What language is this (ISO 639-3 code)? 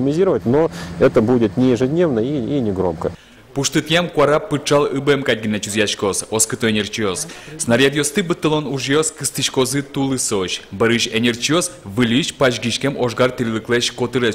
udm